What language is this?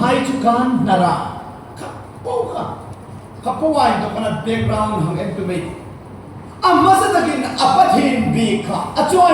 Hmar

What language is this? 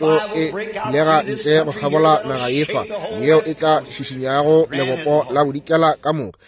Northern Sotho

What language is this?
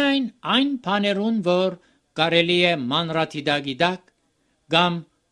Armenian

